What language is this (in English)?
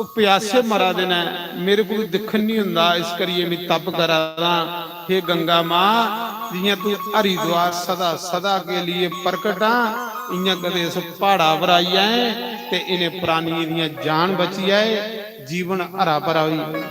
Dogri